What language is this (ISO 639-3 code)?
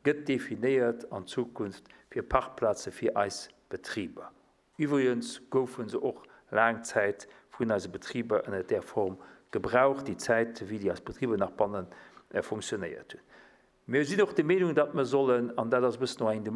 ltz